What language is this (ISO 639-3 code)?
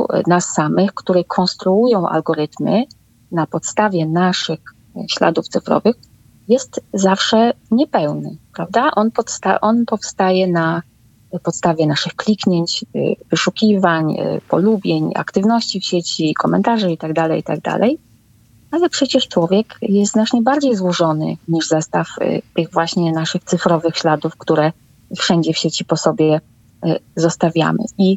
pol